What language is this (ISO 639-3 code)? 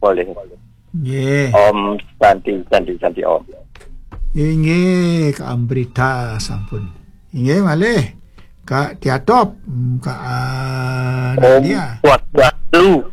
ban